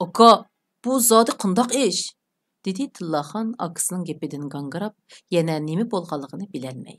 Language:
Uyghur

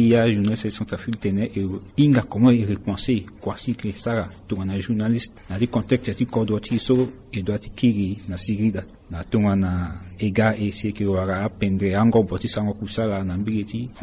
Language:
Sango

